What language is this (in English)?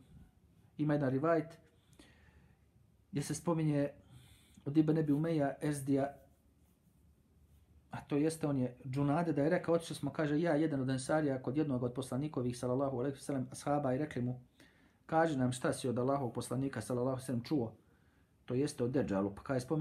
Bosnian